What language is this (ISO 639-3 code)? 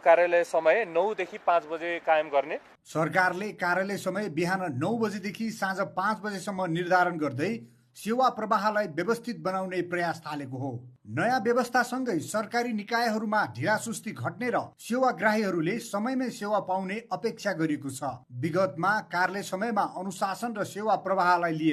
nep